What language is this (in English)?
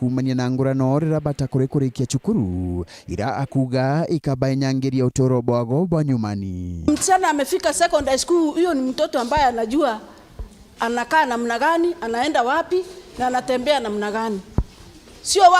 Meru